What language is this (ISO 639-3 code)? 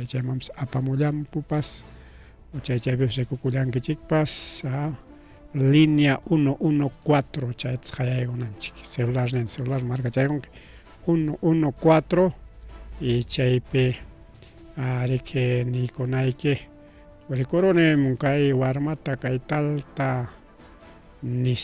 quy